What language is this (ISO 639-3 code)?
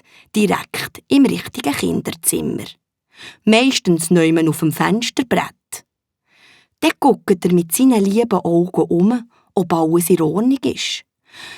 gsw